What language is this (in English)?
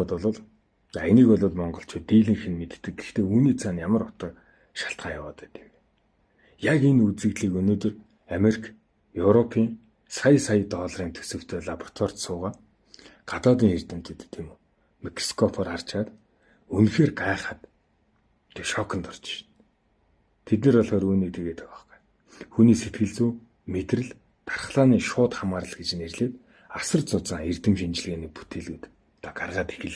Mongolian